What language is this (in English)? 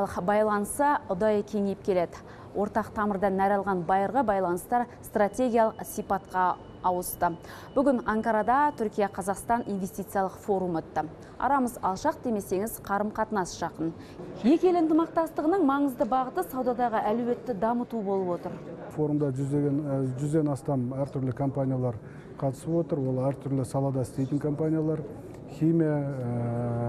Kazakh